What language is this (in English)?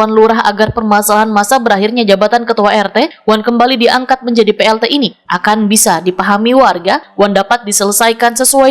Banjar